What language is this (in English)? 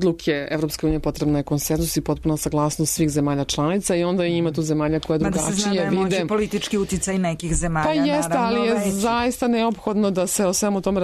Serbian